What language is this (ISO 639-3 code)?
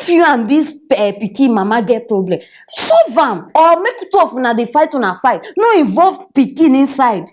pcm